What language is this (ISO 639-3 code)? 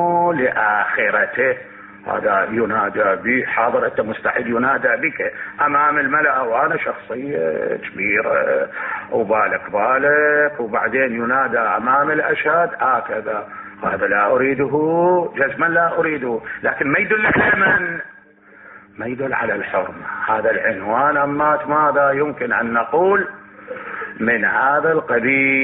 acm